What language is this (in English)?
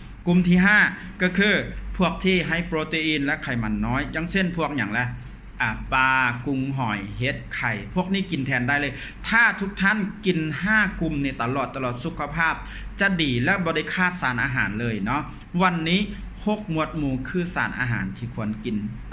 Lao